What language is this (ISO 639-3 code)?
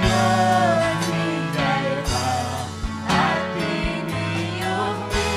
quy